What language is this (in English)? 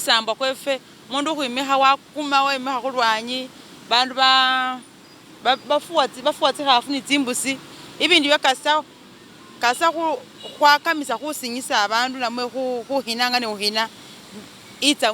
Masaaba